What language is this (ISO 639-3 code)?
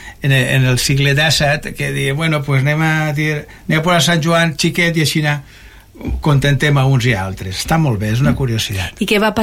cat